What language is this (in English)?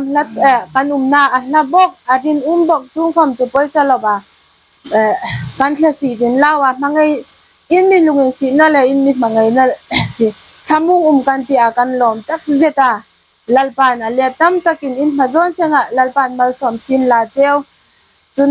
Hmar